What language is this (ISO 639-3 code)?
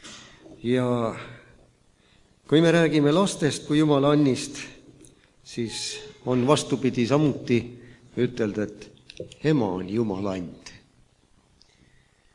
est